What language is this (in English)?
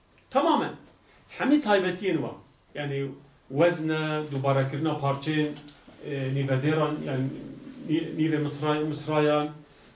Kurdish